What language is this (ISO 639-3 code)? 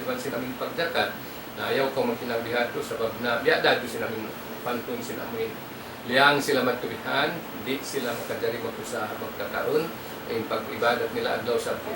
tsg